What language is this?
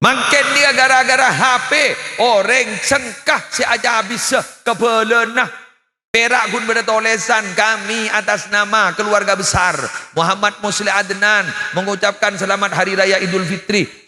Madurese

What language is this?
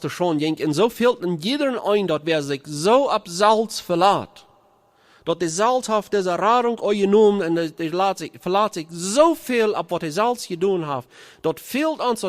Plautdietsch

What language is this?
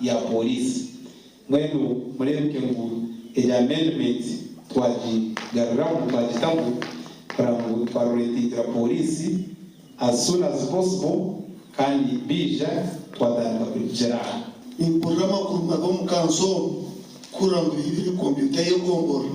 Nyankole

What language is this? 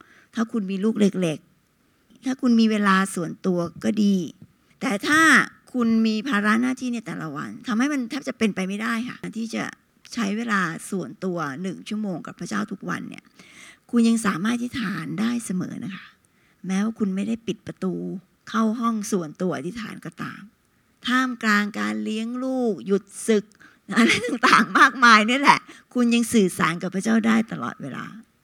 Thai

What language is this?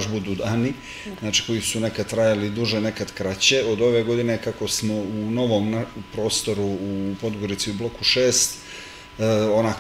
Serbian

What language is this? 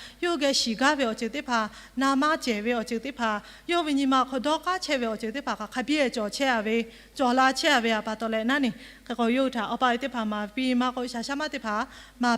Lahu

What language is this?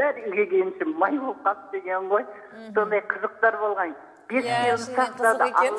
Kazakh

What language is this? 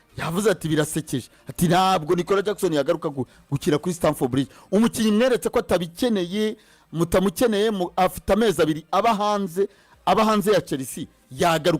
Kinyarwanda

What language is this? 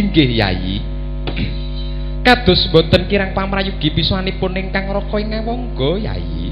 Javanese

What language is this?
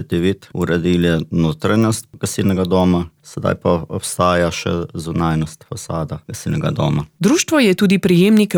Slovenian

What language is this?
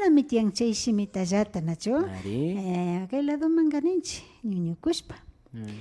Imbabura Highland Quichua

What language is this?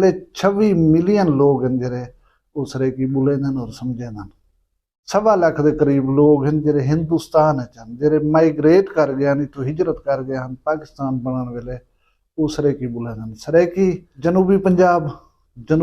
Saraiki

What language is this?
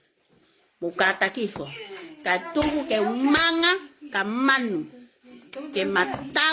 Tongan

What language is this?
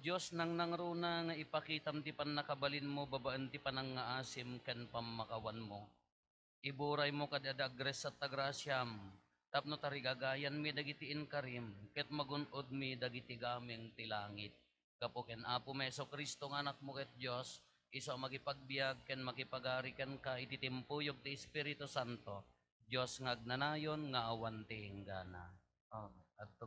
Iloko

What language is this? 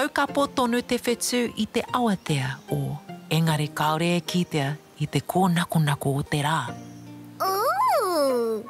Māori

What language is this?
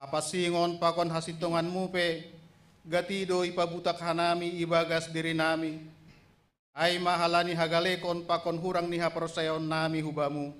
Batak Simalungun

